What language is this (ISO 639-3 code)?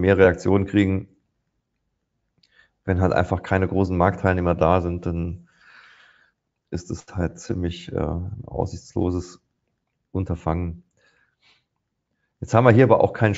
deu